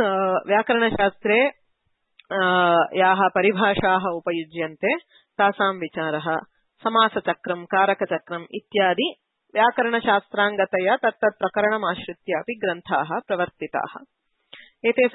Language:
Sanskrit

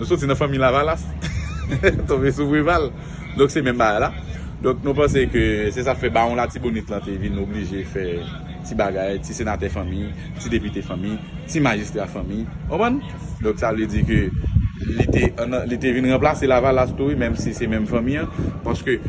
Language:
Haitian Creole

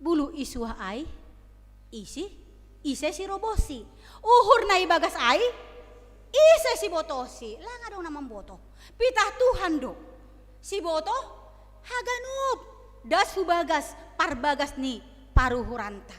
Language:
Batak Simalungun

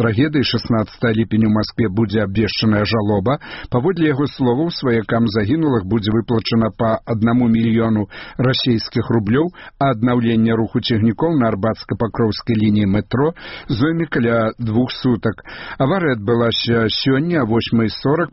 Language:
Belarusian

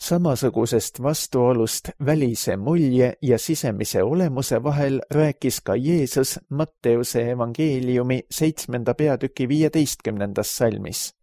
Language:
Estonian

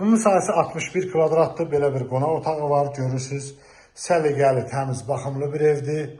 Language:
Azerbaijani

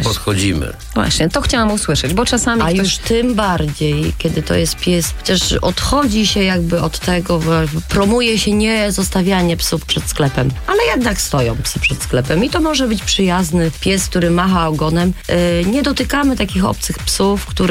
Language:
Polish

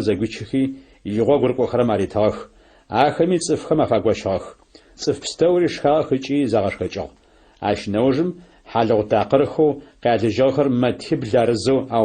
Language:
Adyghe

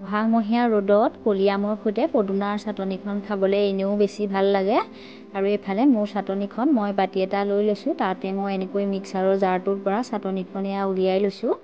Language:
Assamese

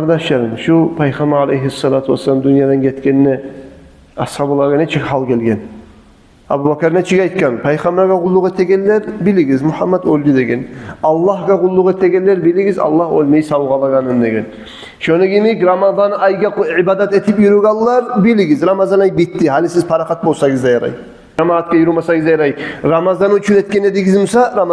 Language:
Kumyk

